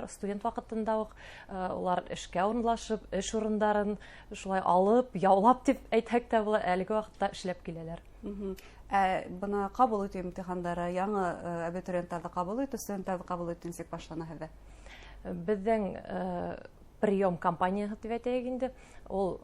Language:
Bashkir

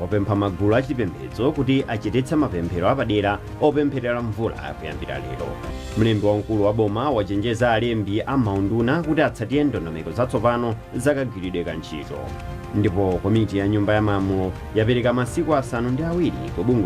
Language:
Nyanja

